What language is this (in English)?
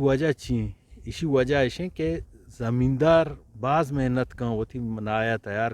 Eastern Balochi